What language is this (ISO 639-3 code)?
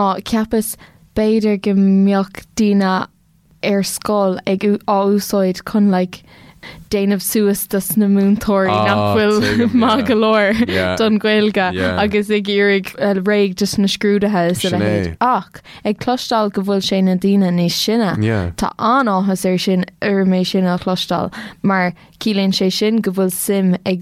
gle